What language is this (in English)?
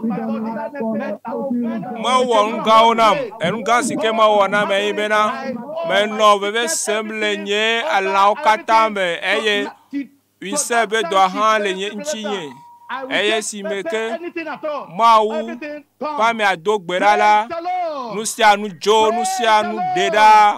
Ewe